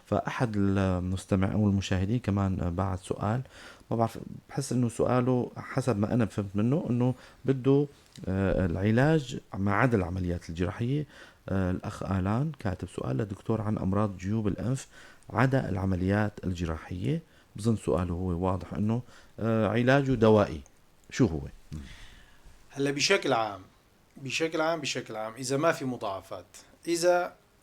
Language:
North Levantine Arabic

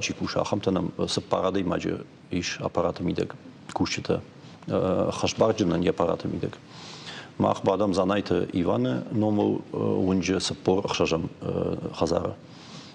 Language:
Ossetic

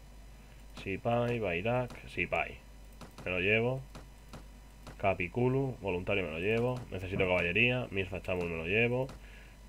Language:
Spanish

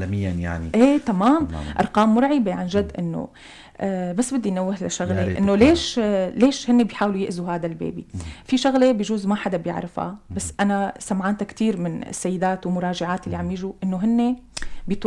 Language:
North Levantine Arabic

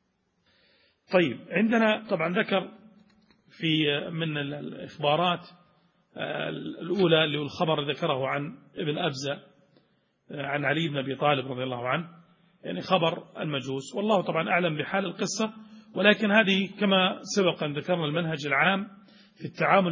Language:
Arabic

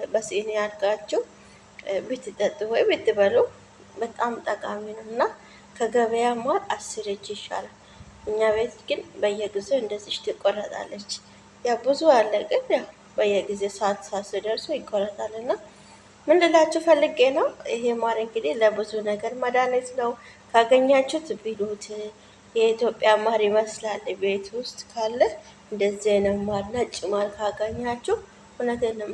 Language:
Amharic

